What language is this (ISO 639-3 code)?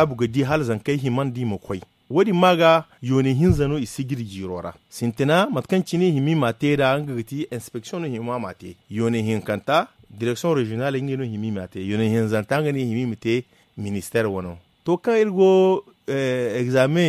dje